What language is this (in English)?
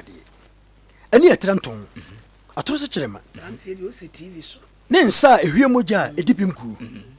Akan